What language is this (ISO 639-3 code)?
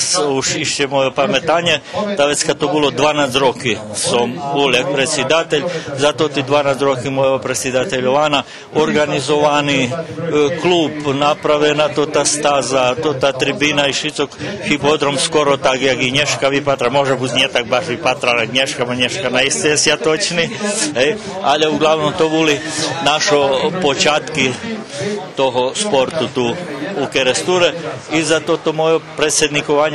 rue